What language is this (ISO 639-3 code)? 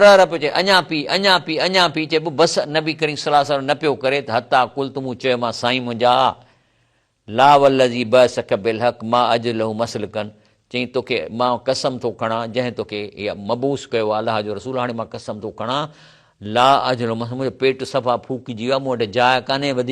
snd